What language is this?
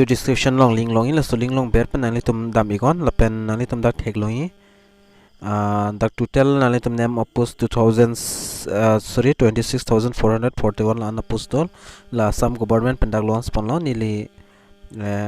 Karbi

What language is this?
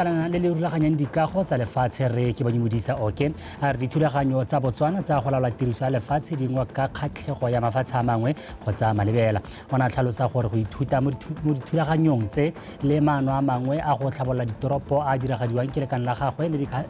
Tswana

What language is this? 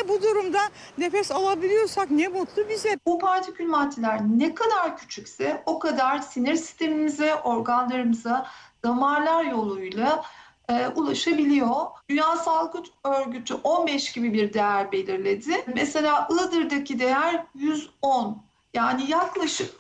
Turkish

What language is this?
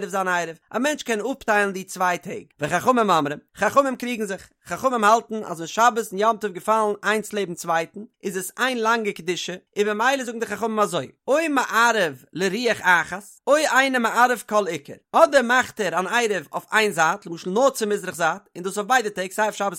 Yiddish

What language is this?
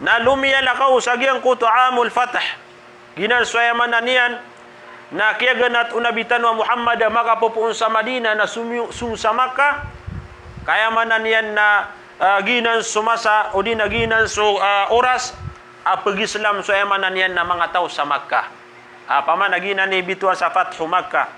Maranao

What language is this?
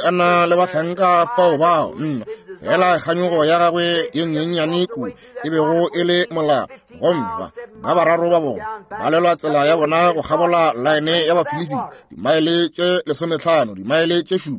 Northern Sotho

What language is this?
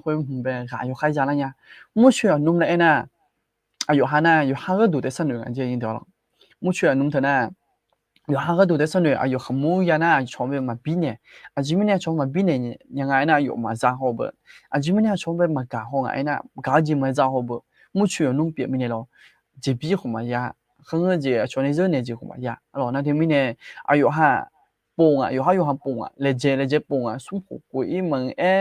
Akha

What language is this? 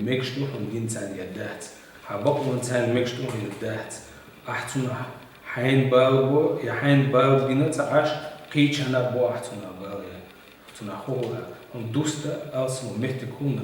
Chechen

